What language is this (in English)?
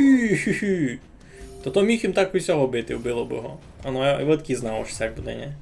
Rusyn